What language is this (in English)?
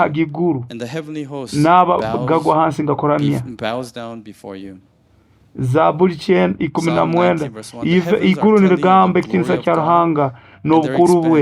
Nyoro